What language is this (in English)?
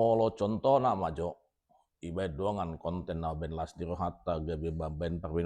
Batak Toba